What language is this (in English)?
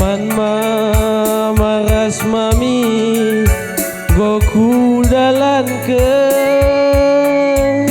Batak Karo